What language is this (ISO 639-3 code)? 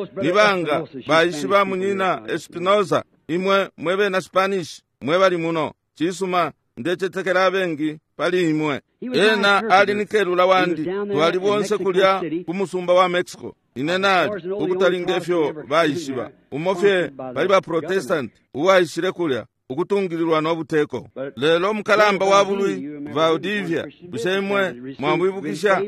bem